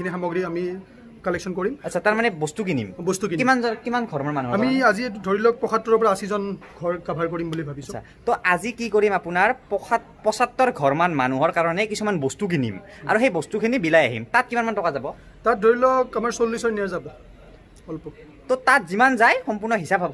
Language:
Assamese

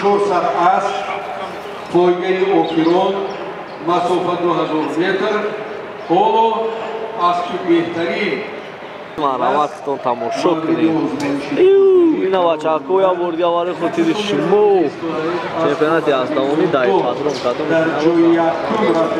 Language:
Tajik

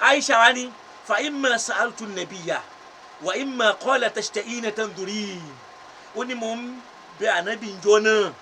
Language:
Yoruba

